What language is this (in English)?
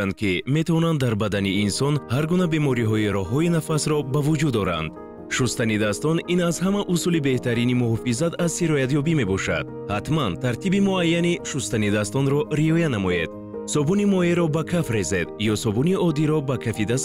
Tajik